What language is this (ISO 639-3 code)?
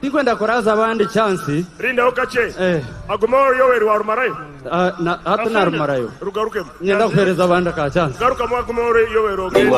nyn